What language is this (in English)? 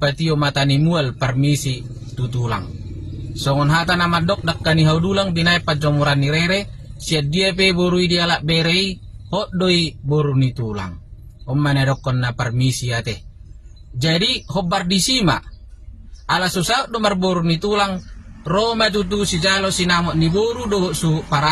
Batak Toba